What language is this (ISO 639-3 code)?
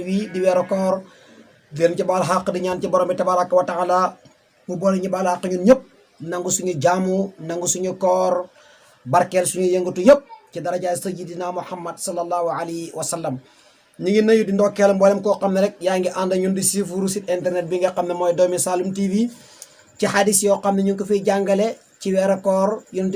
wol